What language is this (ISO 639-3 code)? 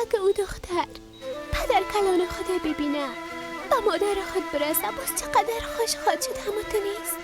fas